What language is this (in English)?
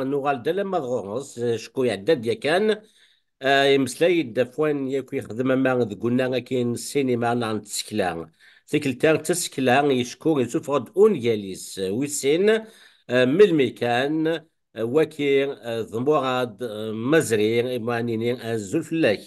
Kabyle